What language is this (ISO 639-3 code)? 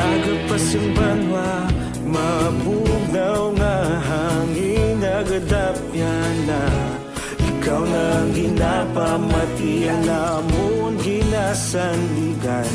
hil